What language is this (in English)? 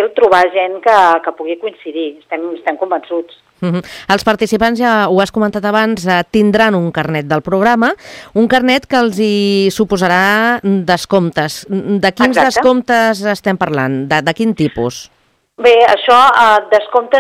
Catalan